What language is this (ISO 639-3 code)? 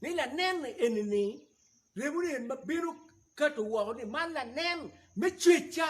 ach